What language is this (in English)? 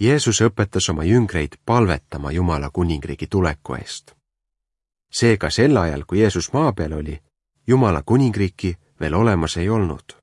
Estonian